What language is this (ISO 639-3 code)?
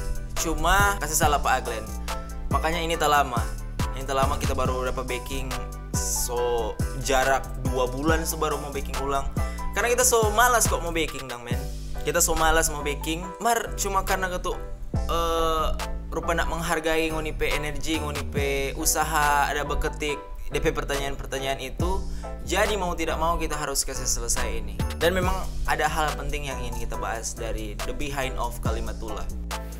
xmm